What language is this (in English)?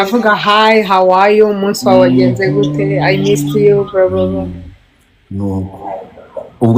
Kinyarwanda